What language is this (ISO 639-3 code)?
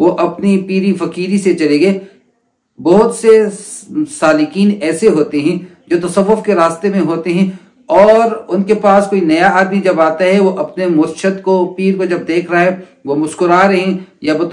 urd